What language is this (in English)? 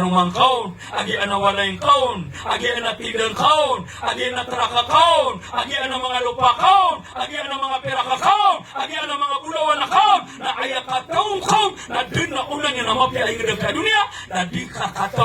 Maranao